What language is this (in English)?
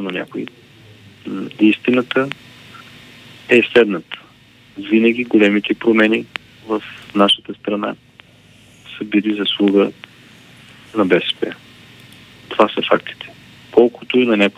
Bulgarian